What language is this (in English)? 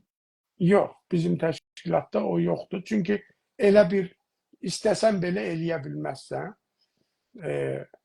South Azerbaijani